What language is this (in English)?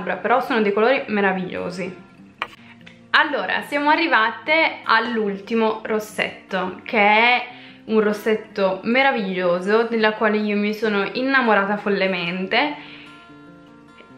Italian